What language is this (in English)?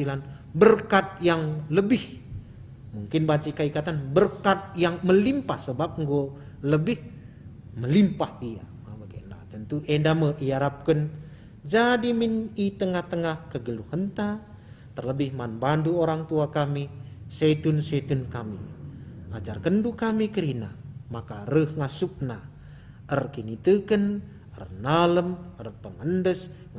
Batak Karo